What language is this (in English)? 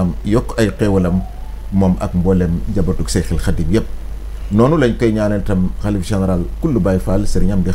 Wolof